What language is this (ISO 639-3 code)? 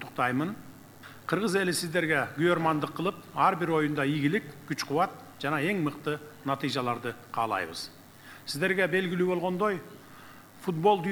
kir